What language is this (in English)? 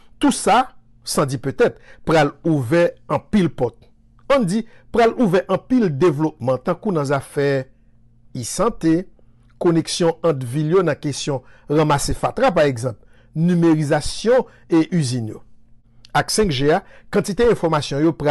Haitian Creole